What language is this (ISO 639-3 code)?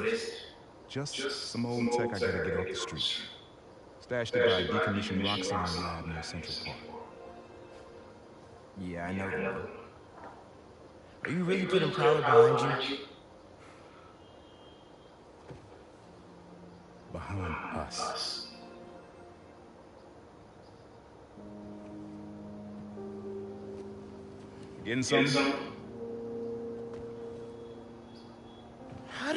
eng